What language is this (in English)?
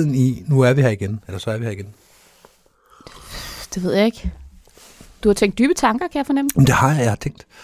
Danish